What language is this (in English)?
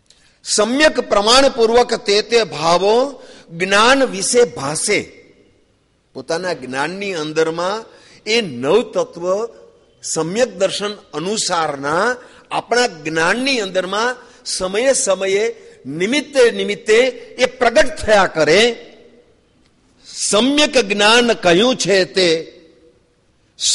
Gujarati